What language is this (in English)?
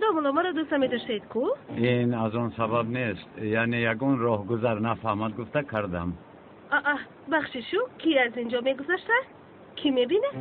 Tajik